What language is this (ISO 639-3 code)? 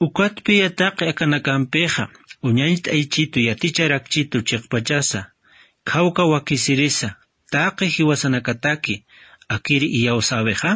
aym